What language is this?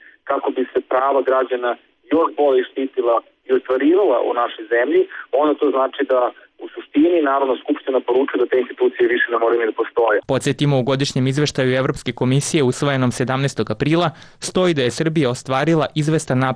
Serbian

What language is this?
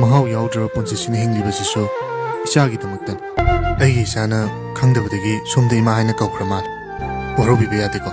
Manipuri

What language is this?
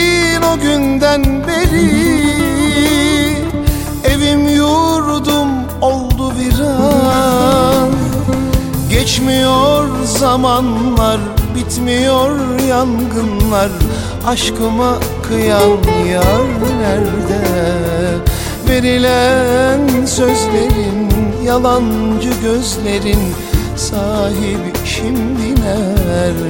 Turkish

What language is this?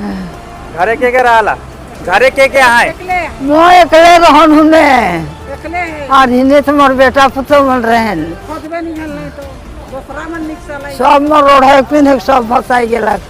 Sadri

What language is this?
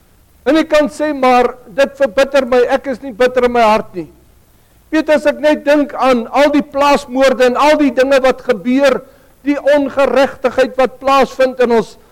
Afrikaans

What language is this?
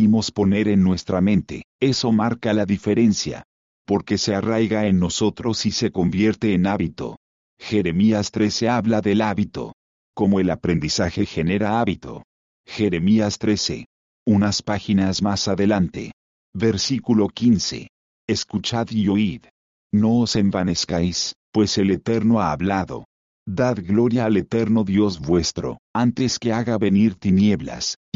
Spanish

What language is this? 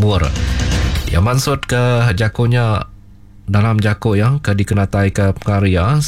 Iban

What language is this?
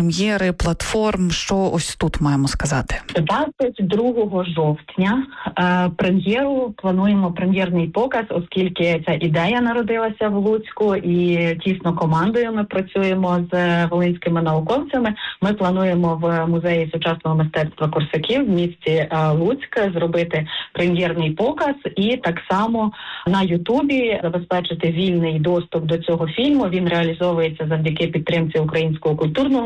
Ukrainian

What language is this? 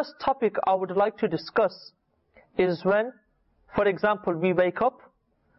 English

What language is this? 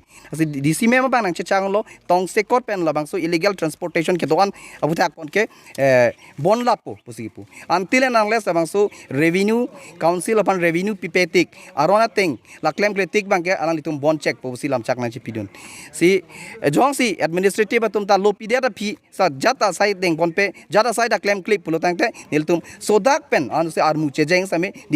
Karbi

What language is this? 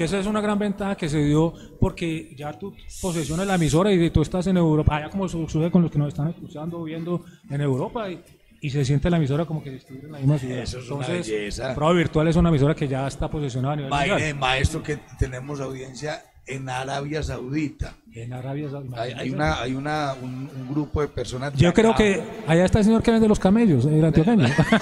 Spanish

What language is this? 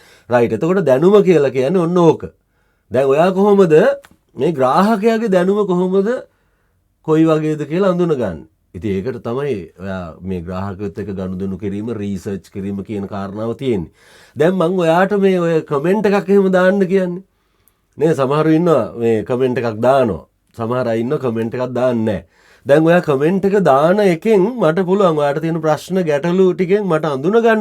Sinhala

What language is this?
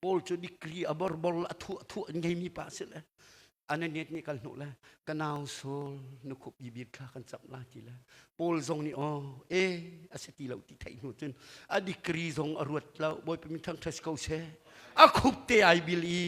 Hakha Chin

